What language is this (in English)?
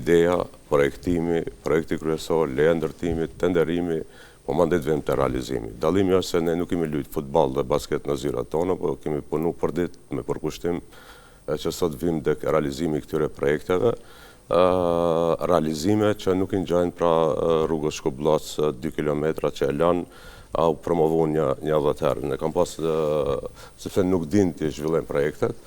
Albanian